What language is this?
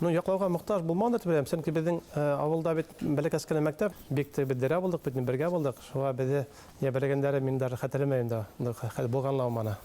Bashkir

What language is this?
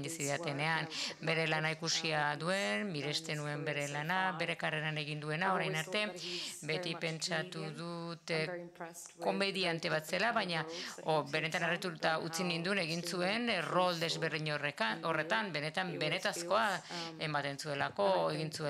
Basque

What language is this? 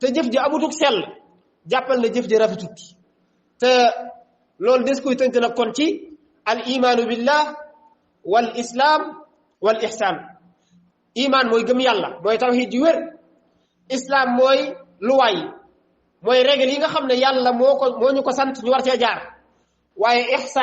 Wolof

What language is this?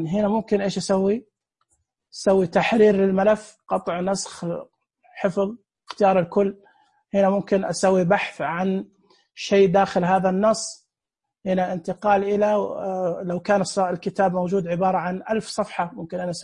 Najdi Arabic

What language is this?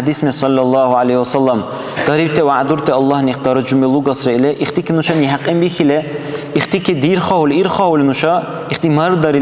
Dargwa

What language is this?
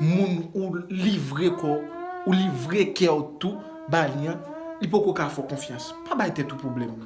Haitian Creole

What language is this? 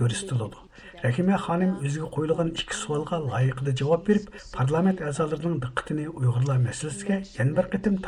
Uyghur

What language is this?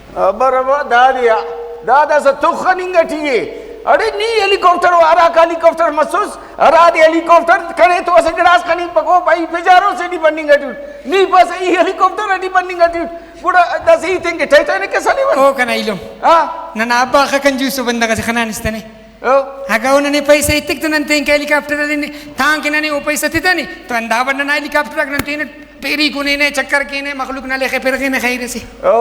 Brahui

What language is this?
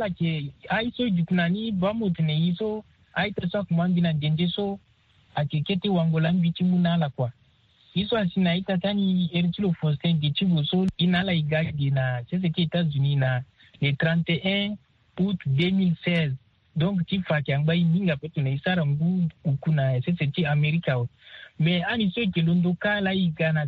Sango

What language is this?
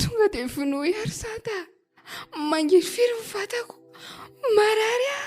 Malagasy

